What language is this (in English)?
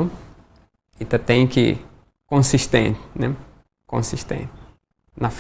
Tetum